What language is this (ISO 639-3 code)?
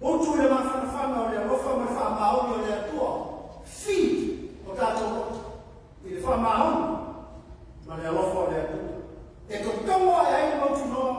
smo